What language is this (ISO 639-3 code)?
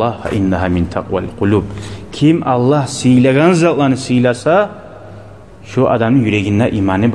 kum